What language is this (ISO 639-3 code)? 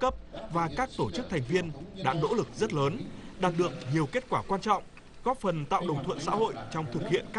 vie